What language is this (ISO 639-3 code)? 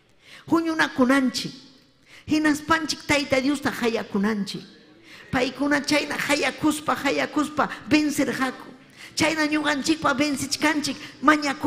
quy